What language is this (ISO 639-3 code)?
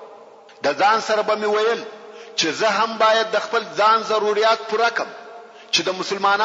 pus